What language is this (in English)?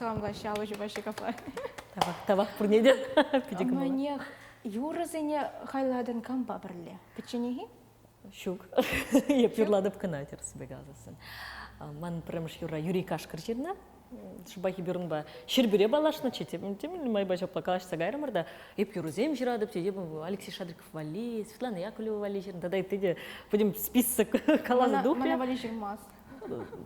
Chuvash